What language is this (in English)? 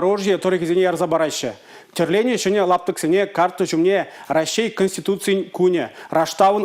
Chuvash